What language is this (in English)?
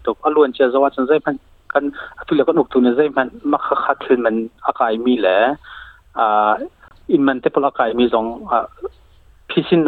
Hakha Chin